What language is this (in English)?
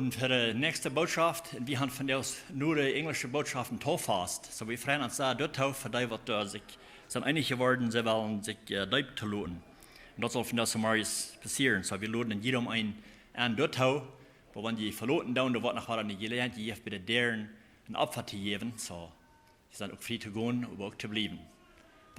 Plautdietsch